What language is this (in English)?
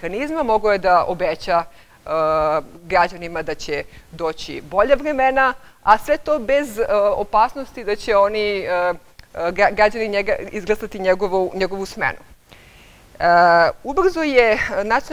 Serbian